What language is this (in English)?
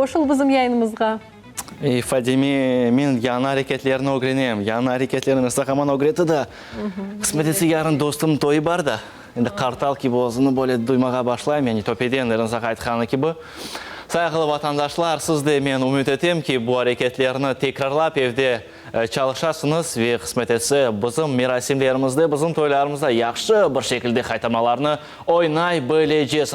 Crimean Tatar